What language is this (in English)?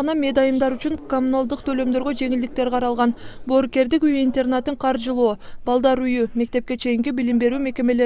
Kyrgyz